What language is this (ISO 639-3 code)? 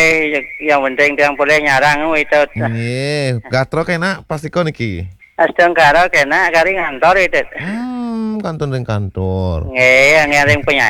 ban